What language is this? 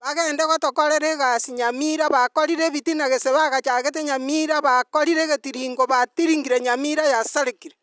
Gusii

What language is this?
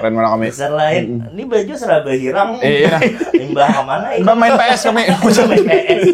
Banjar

